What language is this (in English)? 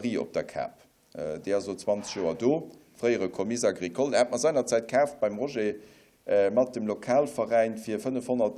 Luxembourgish